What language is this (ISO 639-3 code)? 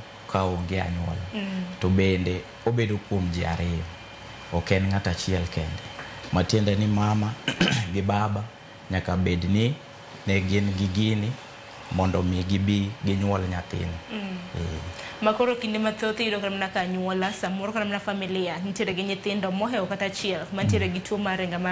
luo